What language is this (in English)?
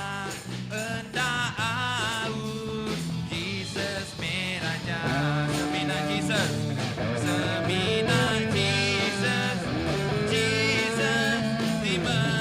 Iban